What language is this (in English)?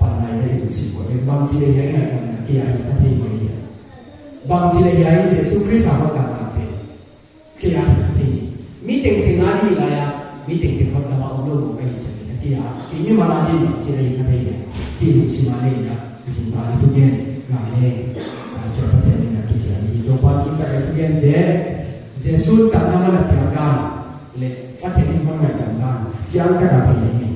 Paite Chin